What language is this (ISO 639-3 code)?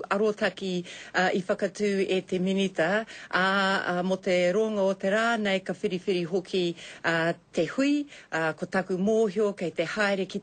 mri